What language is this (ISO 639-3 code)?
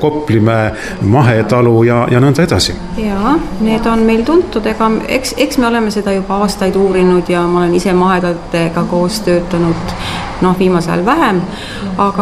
est